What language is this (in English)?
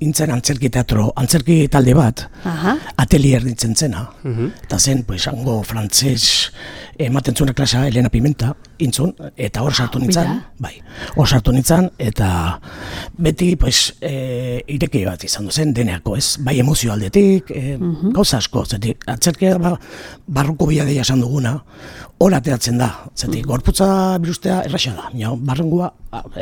Basque